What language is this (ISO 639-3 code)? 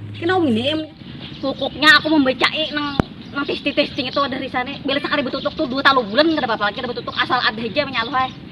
bjn